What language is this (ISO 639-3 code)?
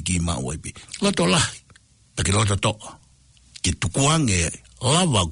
ton